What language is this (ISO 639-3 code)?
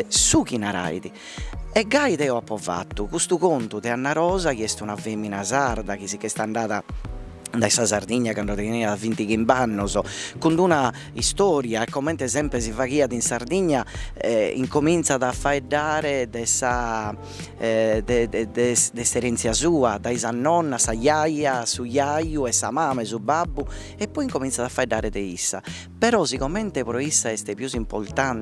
srd